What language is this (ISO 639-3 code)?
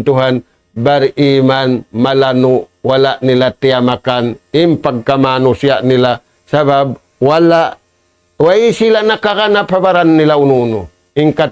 tsg